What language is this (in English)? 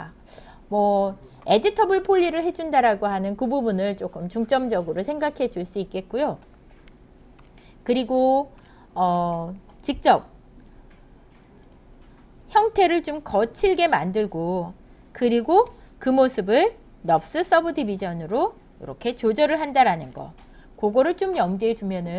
Korean